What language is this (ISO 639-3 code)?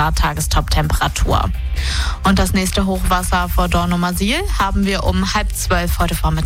deu